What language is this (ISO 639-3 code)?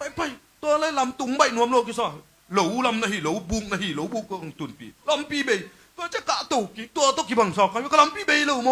ctd